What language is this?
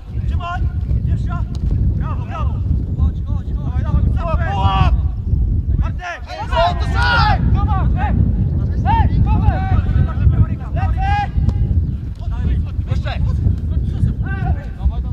Polish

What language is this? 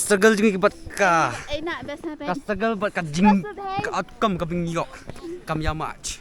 Khasi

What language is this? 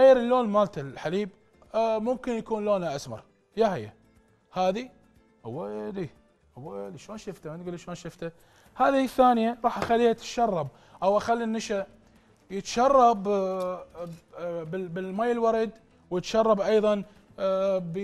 Mesopotamian Arabic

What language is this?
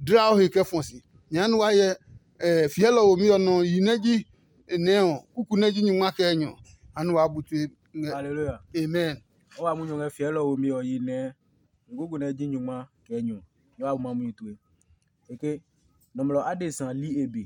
Adangme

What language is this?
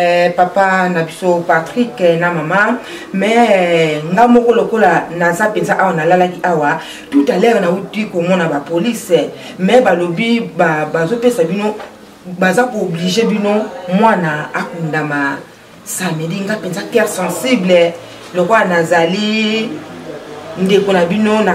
Lingala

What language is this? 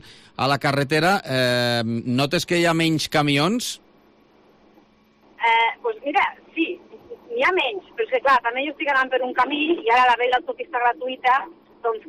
Catalan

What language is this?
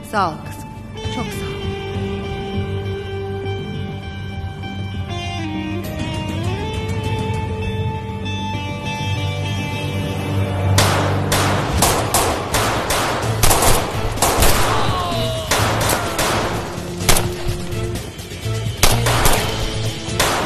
Turkish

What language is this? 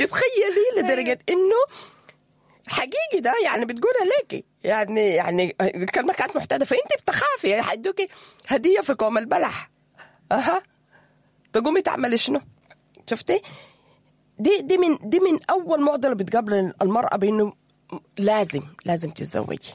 Sudanese Arabic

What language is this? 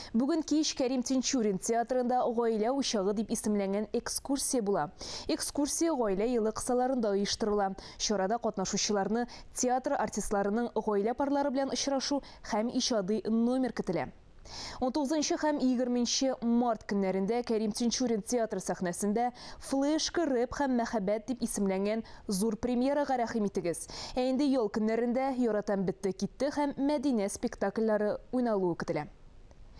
Tatar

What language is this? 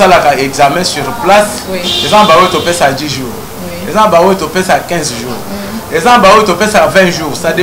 Lingala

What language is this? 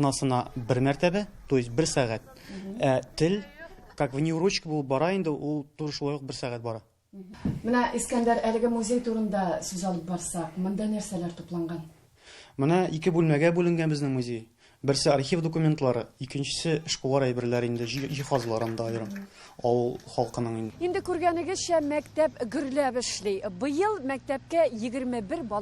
Tatar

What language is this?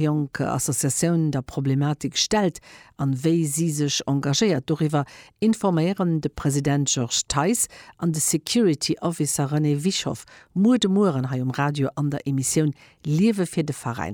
Luxembourgish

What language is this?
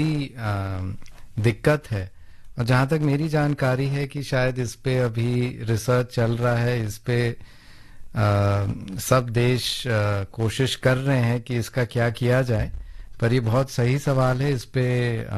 Hindi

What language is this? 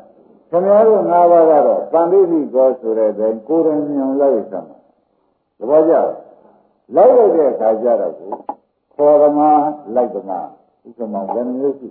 Burmese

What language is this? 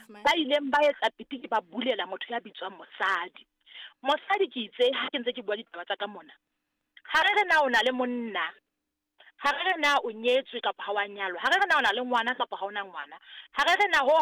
Southern Sotho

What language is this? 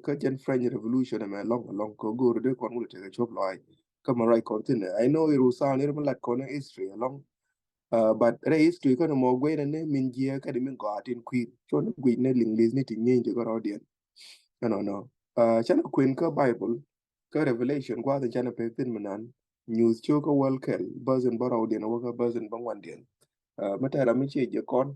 Nuer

